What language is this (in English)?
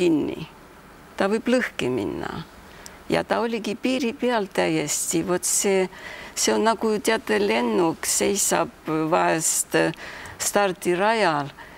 Estonian